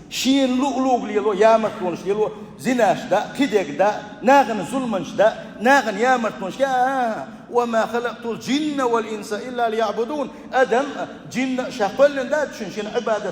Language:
Chechen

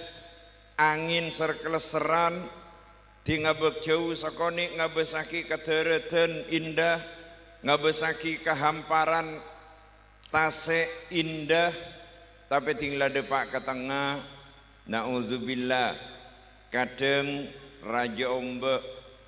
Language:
Madurese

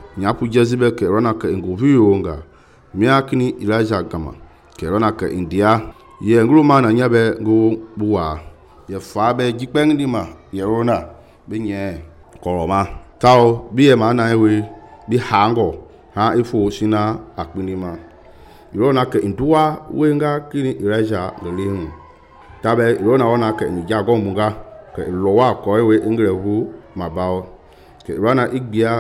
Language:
Mende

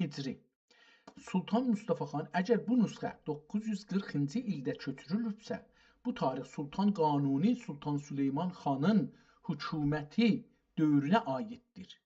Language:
South Azerbaijani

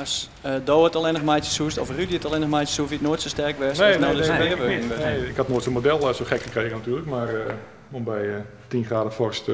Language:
Western Frisian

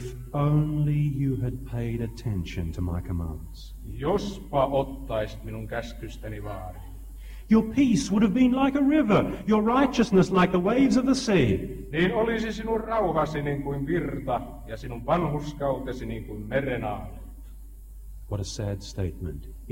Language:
Finnish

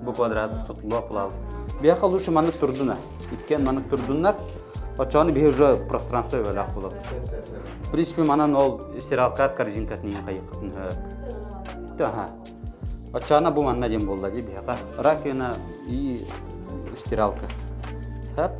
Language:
Yakut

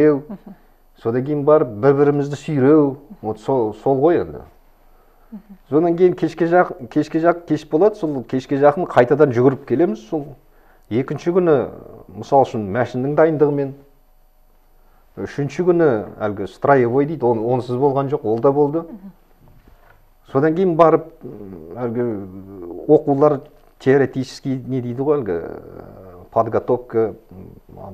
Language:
Kazakh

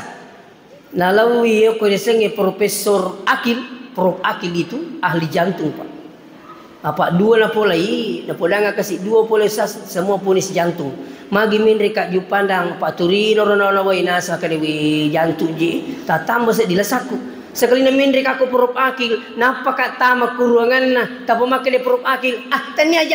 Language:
Buginese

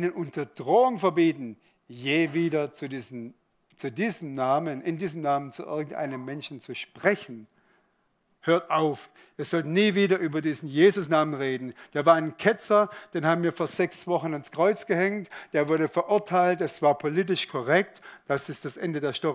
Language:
Swiss German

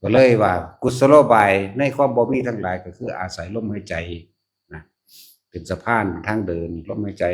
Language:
Northeastern Thai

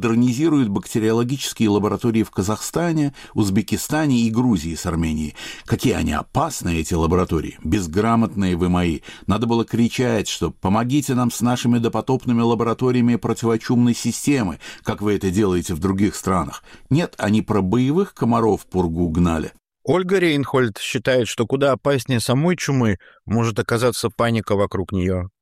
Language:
Russian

